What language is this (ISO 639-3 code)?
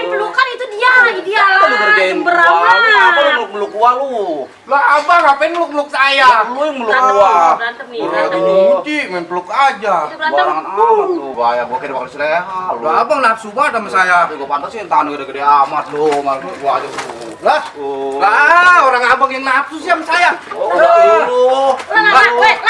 bew